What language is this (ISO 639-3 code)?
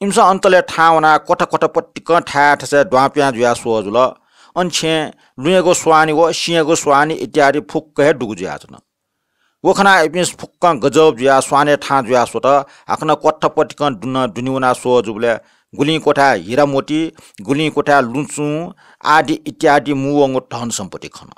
new